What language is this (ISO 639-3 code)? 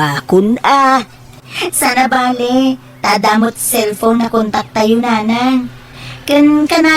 ilo